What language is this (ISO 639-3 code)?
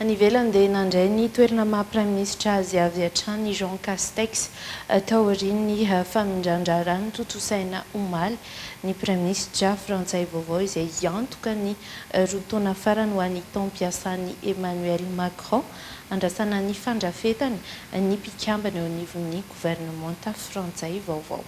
mlg